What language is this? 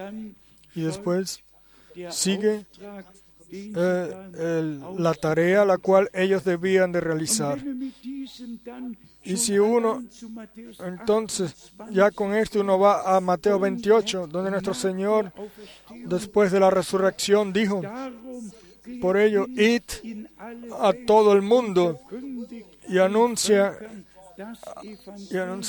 Spanish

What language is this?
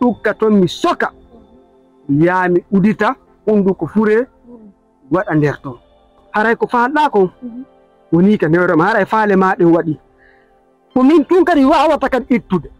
Fula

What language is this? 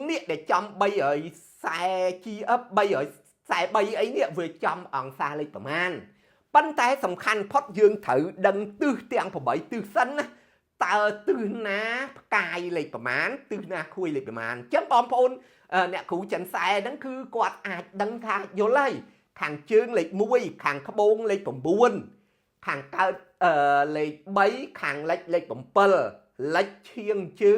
Khmer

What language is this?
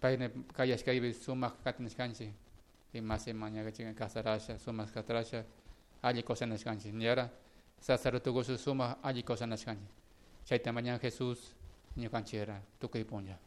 Chimborazo Highland Quichua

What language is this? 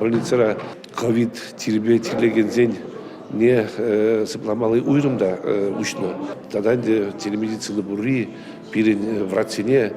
Chuvash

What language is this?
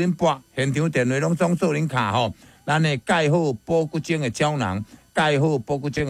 Min Nan Chinese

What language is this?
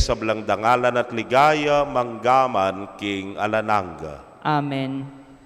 Pampanga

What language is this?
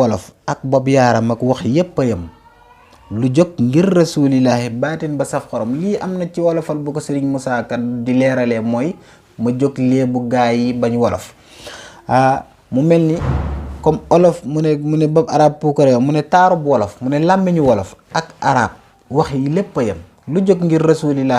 Wolof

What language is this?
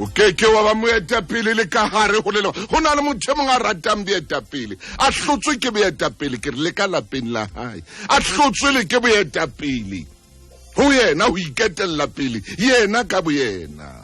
Southern Sotho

